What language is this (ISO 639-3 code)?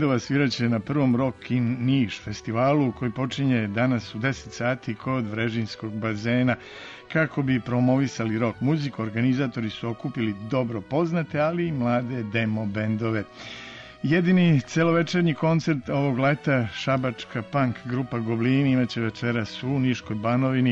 srp